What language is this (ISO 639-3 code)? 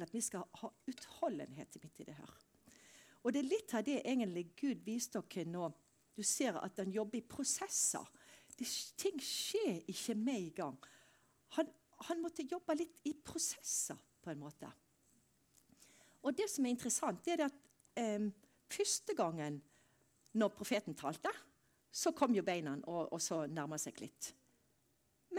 nor